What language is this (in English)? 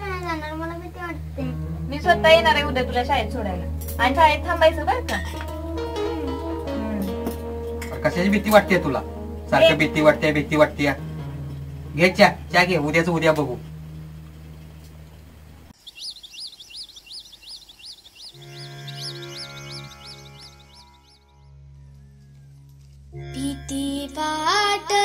Marathi